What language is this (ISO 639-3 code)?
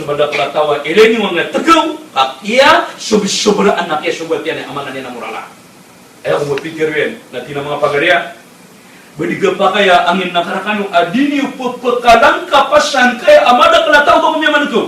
mrw